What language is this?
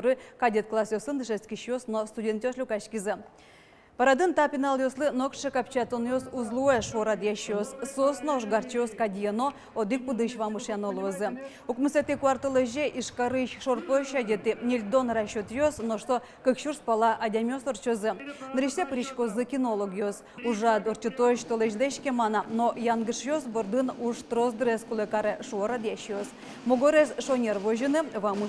Udmurt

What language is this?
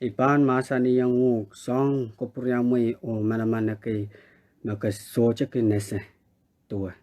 Pohnpeian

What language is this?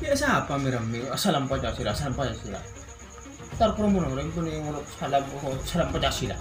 Madurese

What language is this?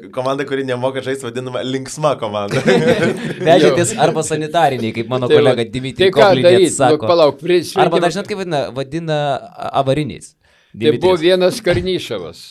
Lithuanian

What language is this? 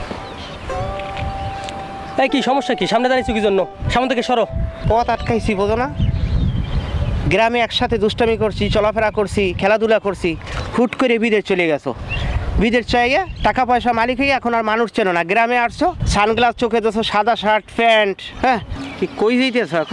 Bangla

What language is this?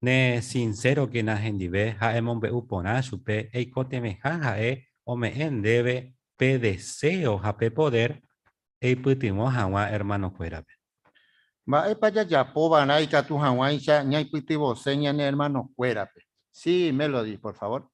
Guarani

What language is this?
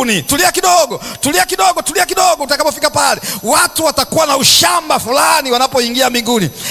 Swahili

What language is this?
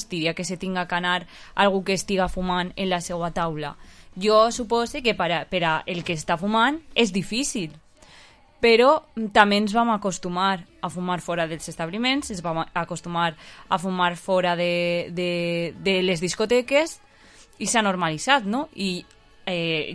Catalan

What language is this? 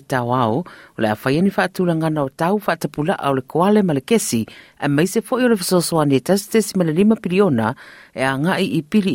Samoan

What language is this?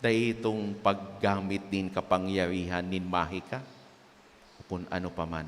Bikol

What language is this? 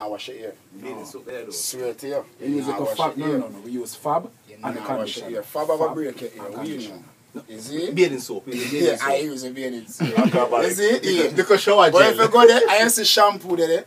Jamaican Creole English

